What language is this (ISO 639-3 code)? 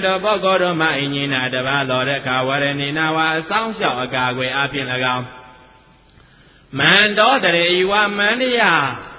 mya